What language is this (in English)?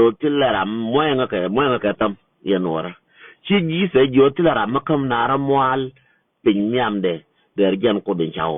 Nuer